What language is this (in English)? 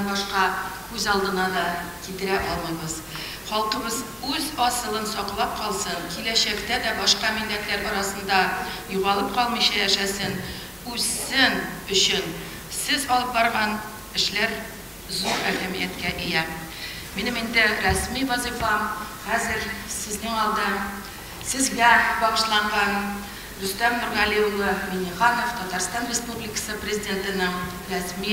Tatar